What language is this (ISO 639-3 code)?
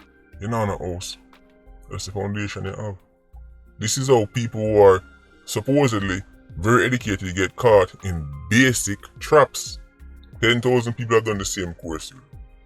jam